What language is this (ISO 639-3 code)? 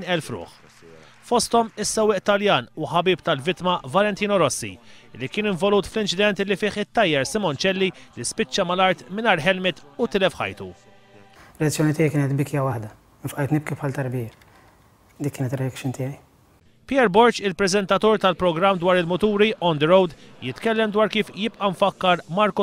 mlt